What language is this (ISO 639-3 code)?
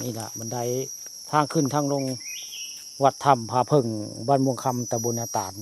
tts